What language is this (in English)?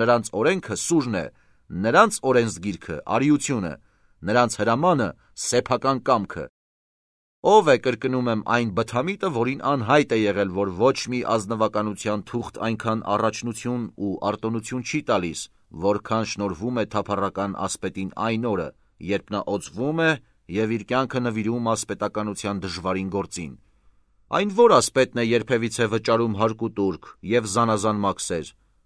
Armenian